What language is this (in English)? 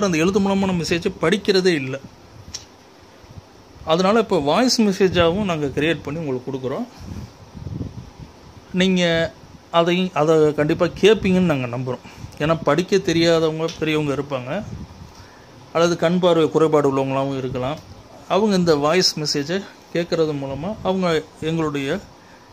Tamil